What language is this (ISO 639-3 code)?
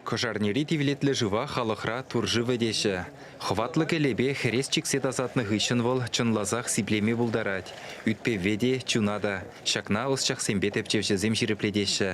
chv